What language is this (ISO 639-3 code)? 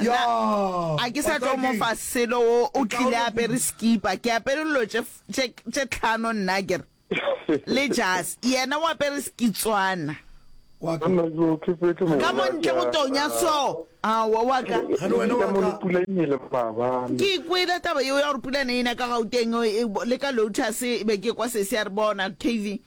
nso